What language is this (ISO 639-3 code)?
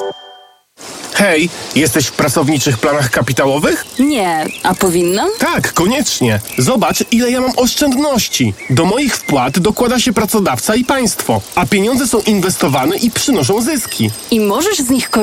pol